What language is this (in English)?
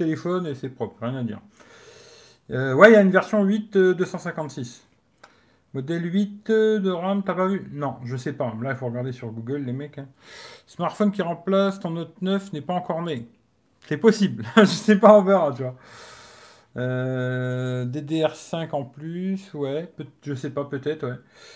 French